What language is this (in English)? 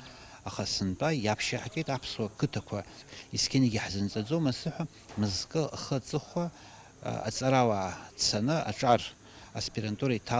Abkhazian